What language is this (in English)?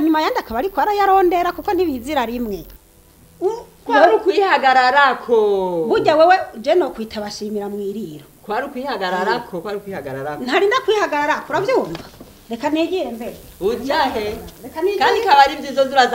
Rundi